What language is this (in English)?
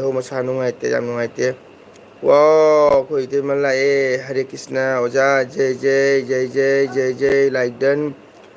Manipuri